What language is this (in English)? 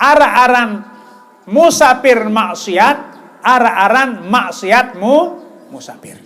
Sasak